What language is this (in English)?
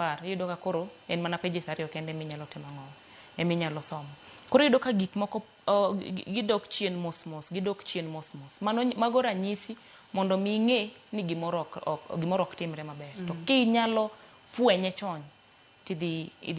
Luo (Kenya and Tanzania)